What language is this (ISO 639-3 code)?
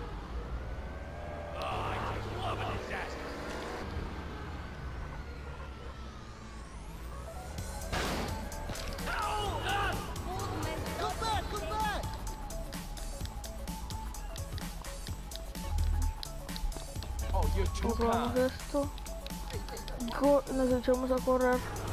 spa